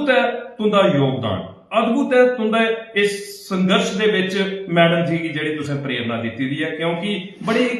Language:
Dogri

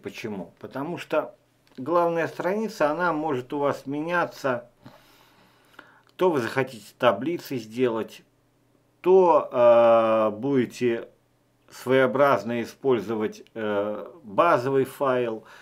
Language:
Russian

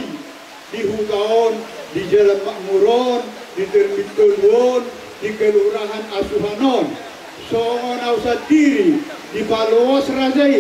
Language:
Batak Toba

